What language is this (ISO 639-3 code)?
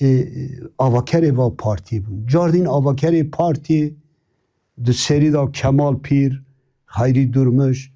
kur